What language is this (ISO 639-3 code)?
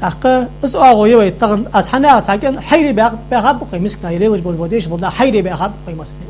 inh